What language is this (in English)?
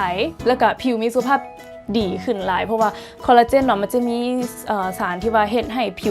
Lao